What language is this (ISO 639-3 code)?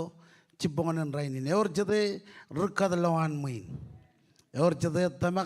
mah